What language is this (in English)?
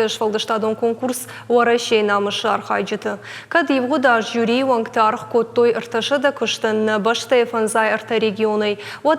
Ossetic